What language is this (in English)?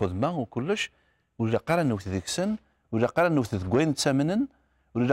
Kabyle